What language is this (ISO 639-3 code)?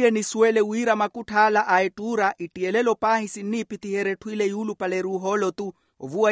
vmw